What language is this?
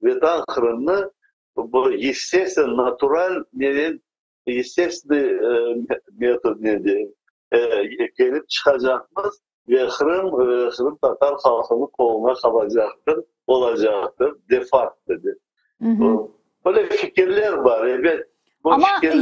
Crimean Tatar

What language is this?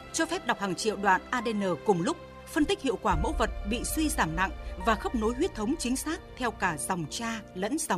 Vietnamese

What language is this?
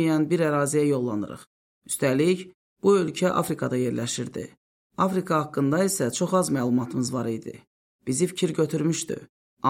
Azerbaijani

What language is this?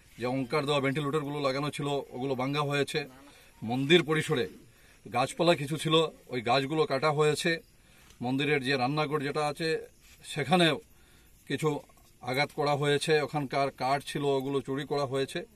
Bangla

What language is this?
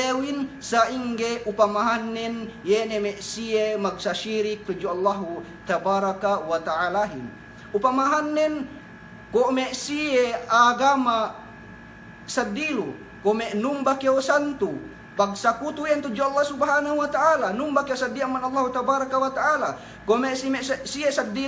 Yakan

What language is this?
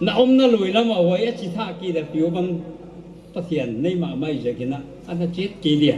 Paite Chin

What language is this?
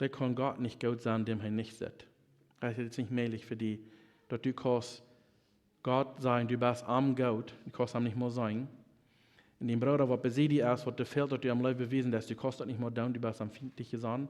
Plautdietsch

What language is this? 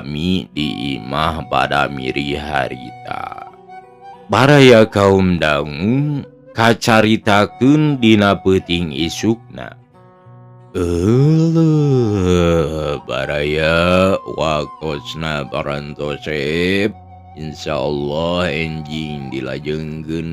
Sundanese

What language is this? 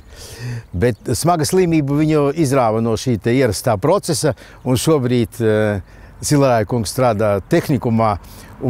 Latvian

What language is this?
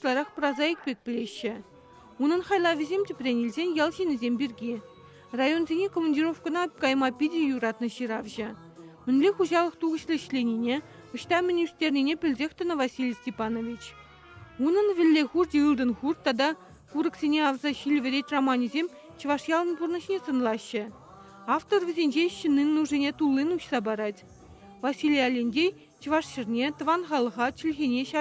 Chuvash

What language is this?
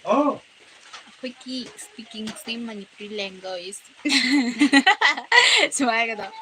Manipuri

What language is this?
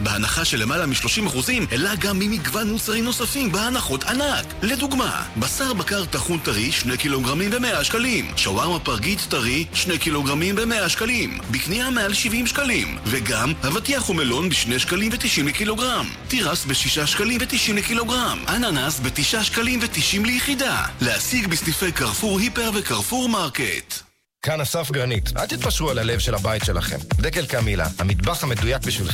Hebrew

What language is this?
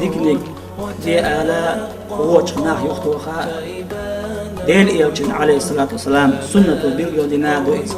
Chechen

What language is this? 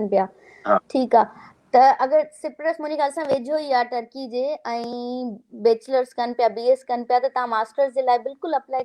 Sindhi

